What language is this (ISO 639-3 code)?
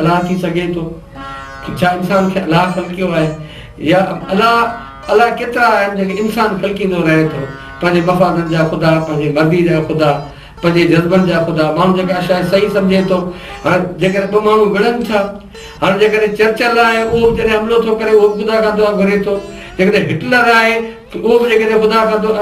snd